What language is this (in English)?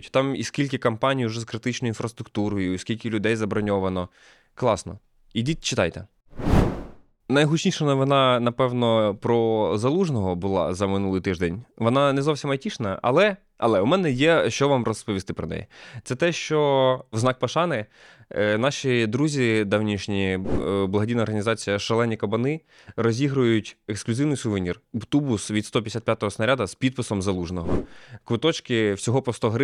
Ukrainian